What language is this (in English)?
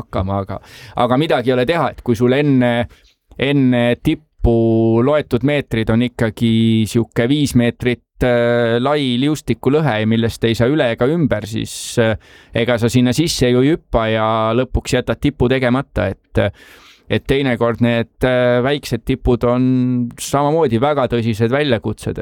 Estonian